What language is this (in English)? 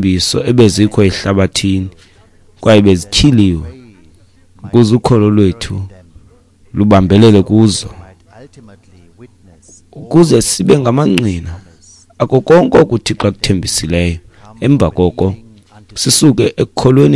Xhosa